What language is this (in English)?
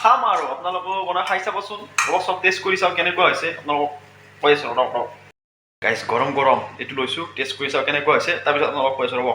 Assamese